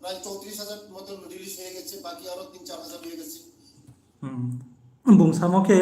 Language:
Riang (India)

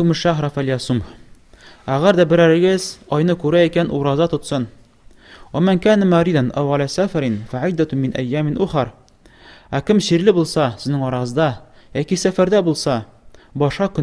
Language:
Tatar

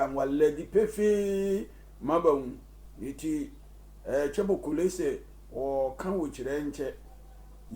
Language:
Sehwi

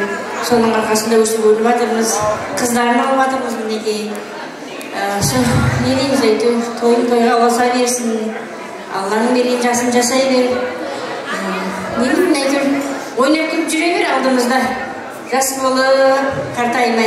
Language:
Kara-Kalpak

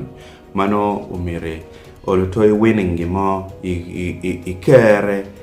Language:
Acoli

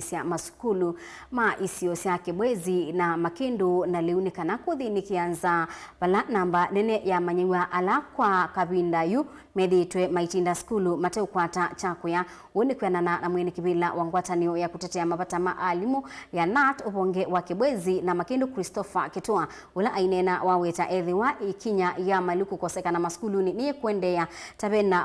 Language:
Kamba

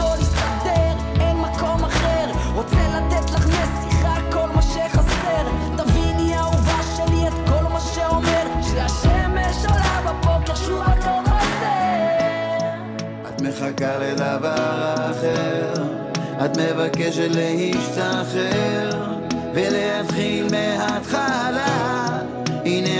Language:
Hebrew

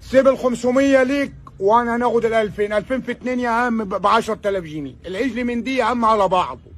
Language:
Egyptian Arabic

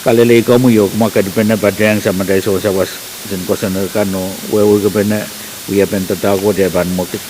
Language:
Pohnpeian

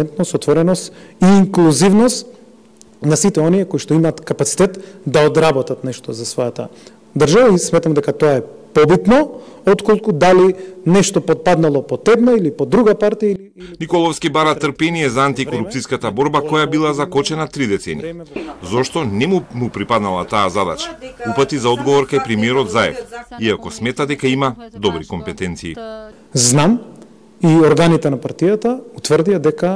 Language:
Macedonian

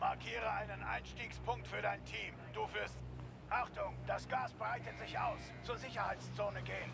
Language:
Bavarian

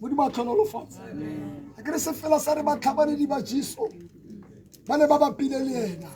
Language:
Tswana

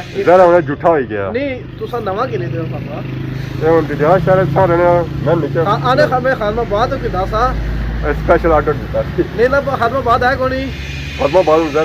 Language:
Pahari-Potwari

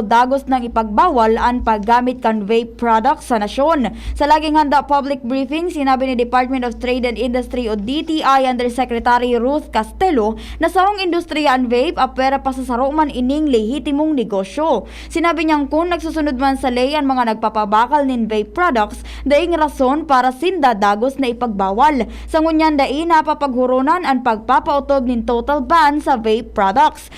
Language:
Bikol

